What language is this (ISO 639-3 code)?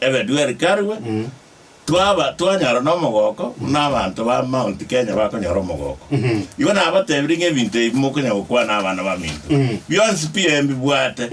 guz